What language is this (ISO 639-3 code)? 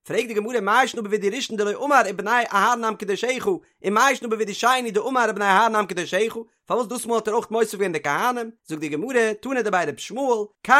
yid